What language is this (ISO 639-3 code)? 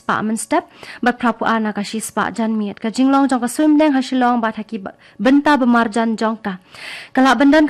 kha